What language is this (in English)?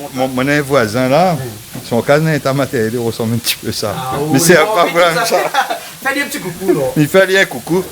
Réunion Creole French